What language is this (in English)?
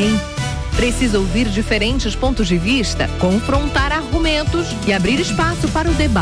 Portuguese